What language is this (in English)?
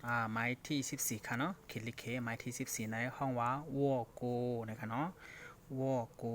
Shan